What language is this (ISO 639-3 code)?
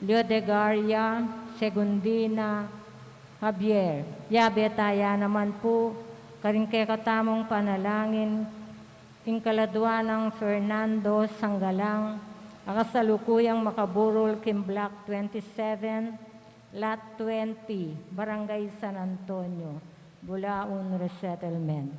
pam